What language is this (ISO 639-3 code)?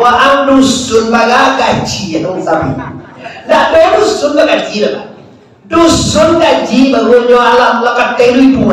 min